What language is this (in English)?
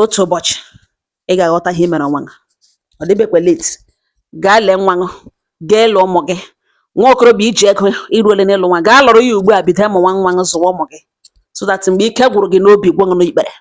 Igbo